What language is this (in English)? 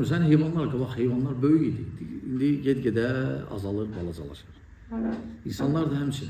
Azerbaijani